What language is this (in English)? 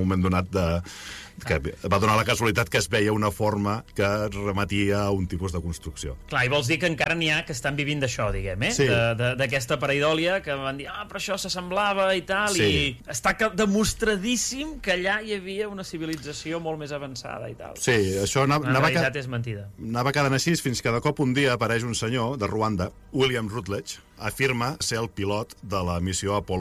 Catalan